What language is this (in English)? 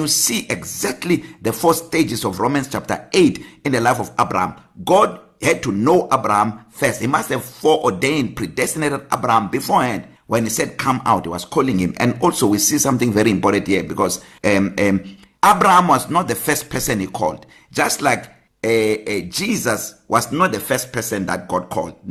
English